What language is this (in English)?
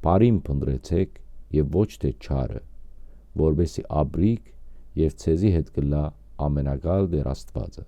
Western Armenian